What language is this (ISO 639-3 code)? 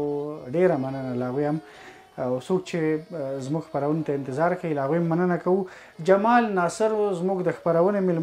pus